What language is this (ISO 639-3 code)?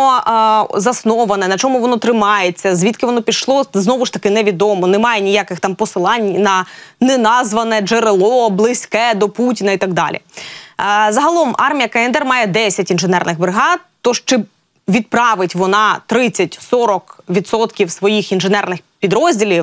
ukr